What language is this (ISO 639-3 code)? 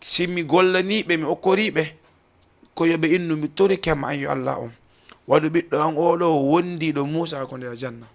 ful